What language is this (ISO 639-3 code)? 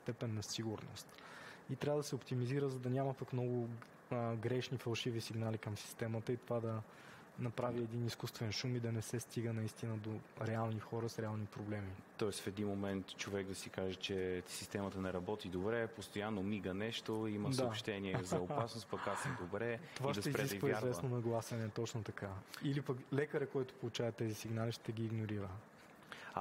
bul